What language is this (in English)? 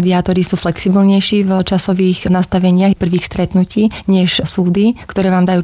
Slovak